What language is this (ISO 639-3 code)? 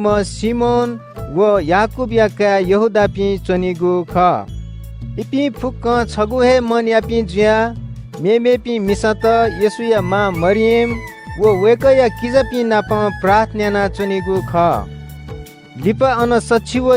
new